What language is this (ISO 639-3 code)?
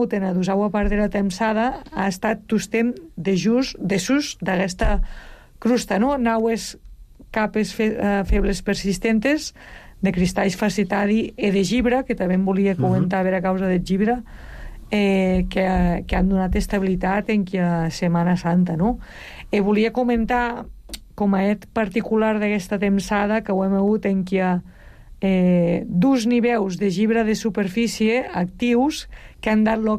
cat